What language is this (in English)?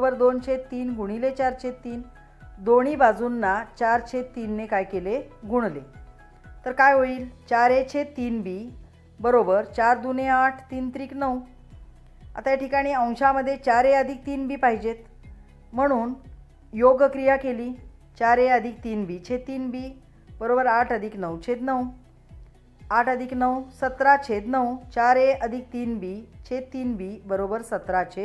Marathi